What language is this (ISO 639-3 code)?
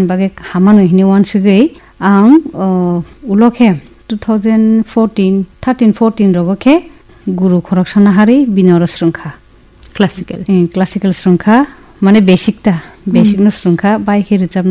trp